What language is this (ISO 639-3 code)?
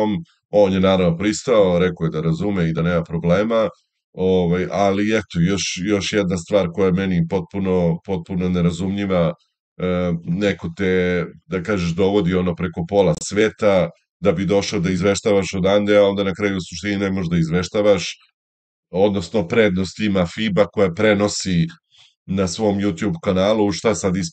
srp